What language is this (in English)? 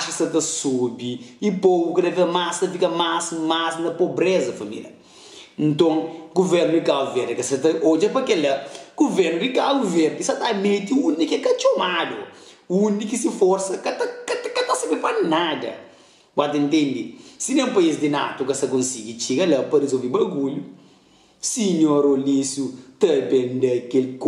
Kabuverdianu